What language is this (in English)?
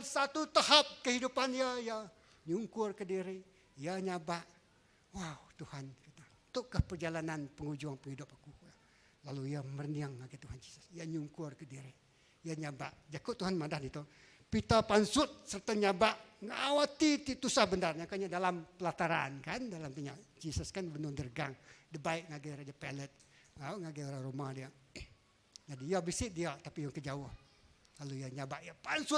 Iban